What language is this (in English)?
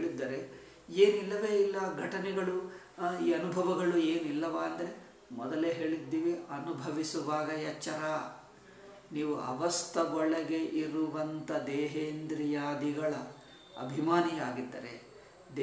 Kannada